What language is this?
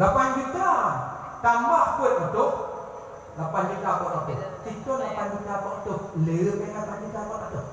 Achinese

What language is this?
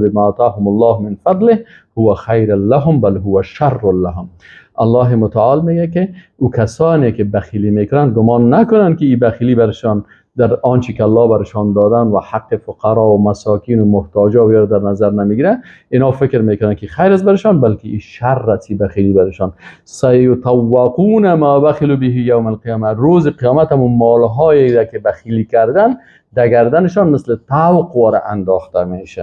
Persian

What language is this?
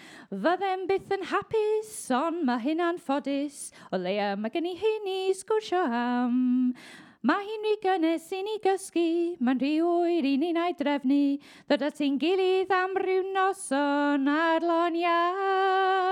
Welsh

